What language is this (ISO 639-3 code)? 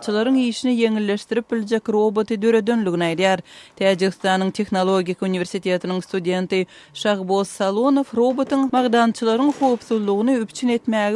tuk